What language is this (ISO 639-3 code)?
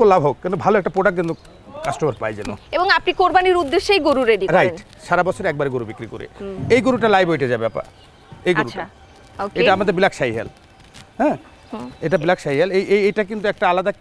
ben